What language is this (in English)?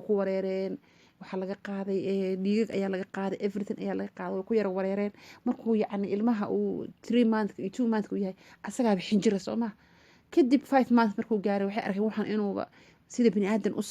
Somali